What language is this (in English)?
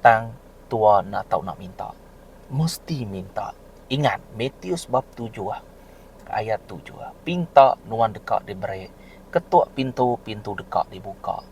Iban